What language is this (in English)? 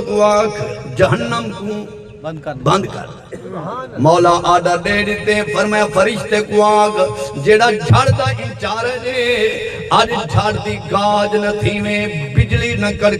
Saraiki